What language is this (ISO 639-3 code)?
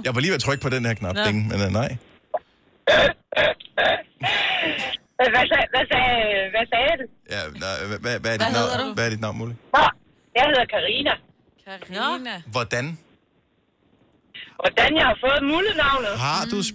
dan